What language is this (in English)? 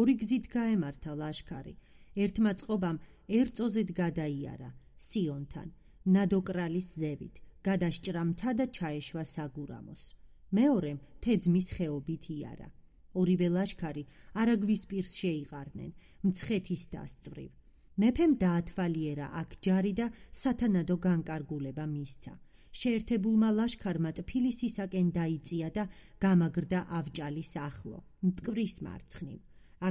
Georgian